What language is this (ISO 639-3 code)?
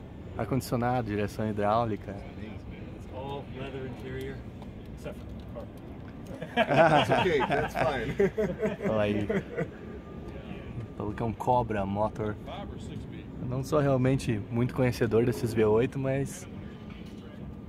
por